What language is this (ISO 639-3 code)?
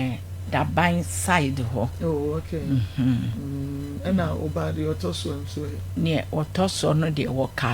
aka